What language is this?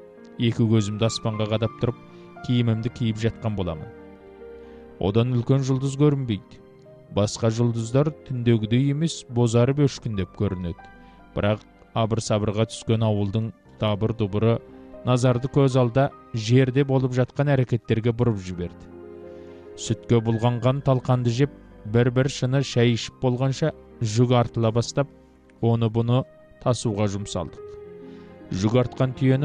Kazakh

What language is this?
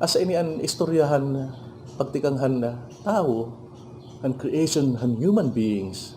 Waray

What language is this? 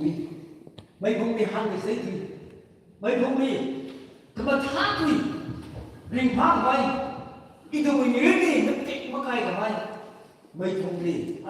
Tangkhul Naga (India)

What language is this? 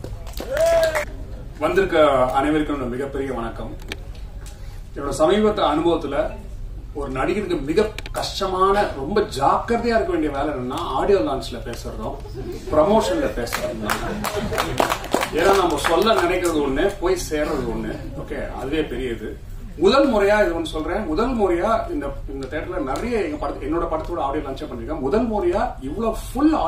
Tamil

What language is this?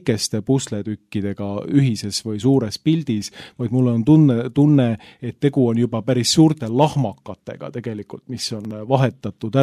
Estonian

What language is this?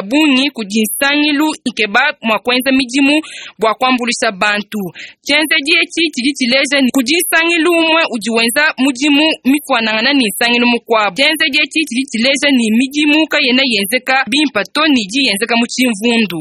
Luba-Lulua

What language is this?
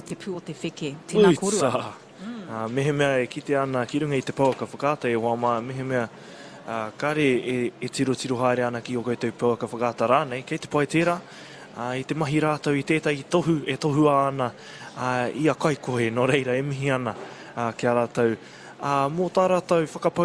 Māori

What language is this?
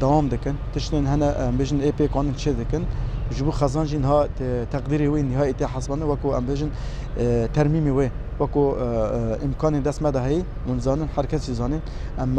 Kurdish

